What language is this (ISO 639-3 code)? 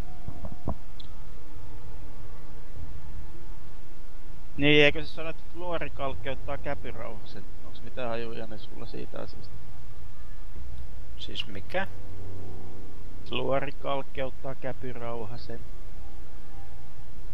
fin